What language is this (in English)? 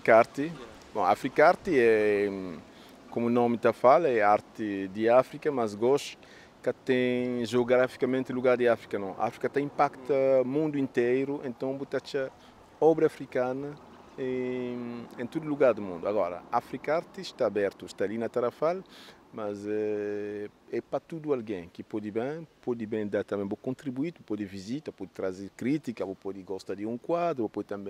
Kabuverdianu